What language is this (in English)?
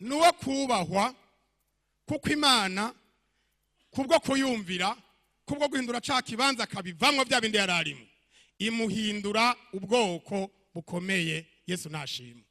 Rundi